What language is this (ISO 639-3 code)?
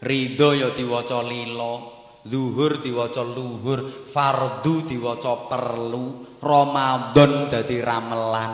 jav